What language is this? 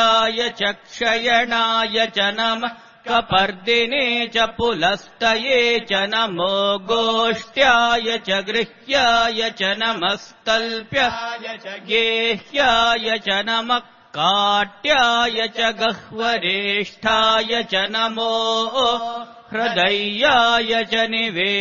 Sanskrit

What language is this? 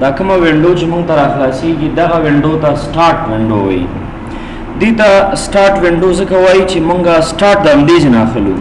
Pashto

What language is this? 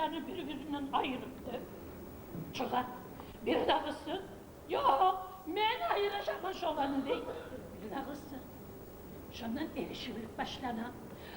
Kumyk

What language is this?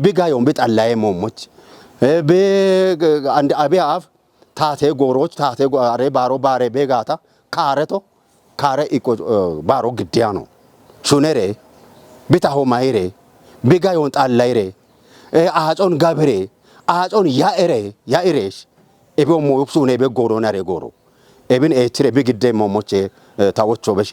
Kafa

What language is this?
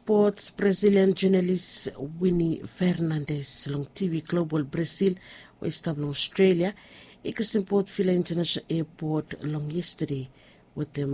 Bislama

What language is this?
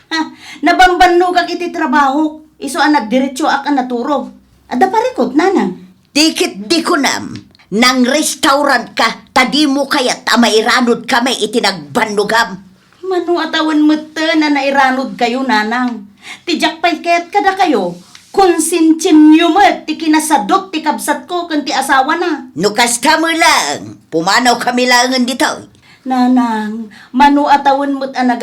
Iloko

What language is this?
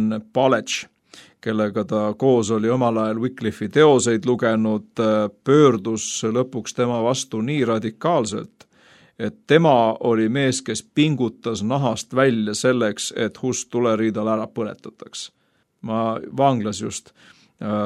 Estonian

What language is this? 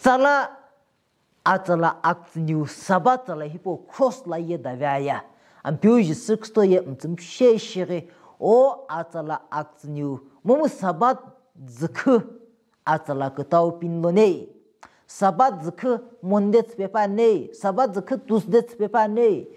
Sumi Naga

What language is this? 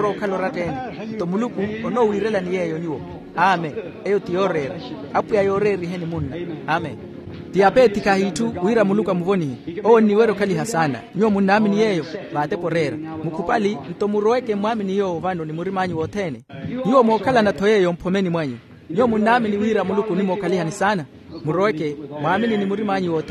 Makhuwa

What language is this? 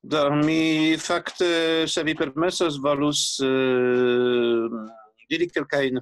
Esperanto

